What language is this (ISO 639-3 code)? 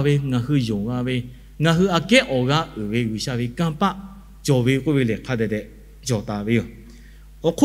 lhu